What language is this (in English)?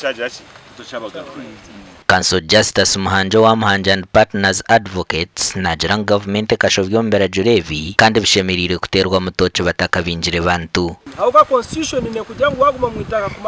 Nyankole